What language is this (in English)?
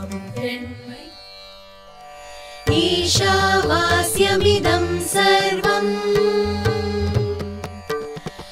Tamil